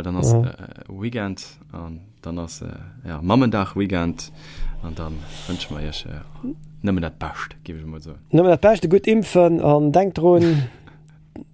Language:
Luxembourgish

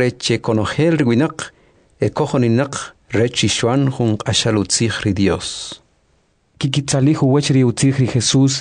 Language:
Kʼicheʼ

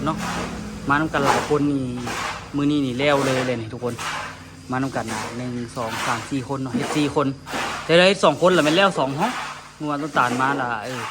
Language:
Lao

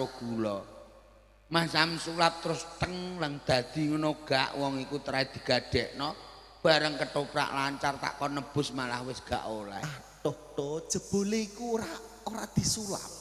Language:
Javanese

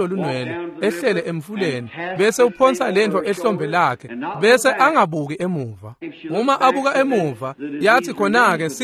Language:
Swati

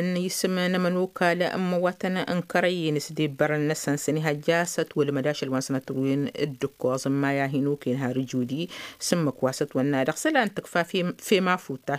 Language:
Tamasheq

